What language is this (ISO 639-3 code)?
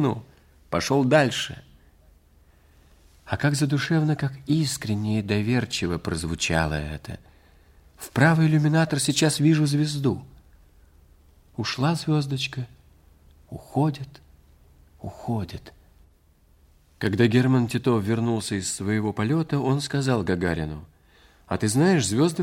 rus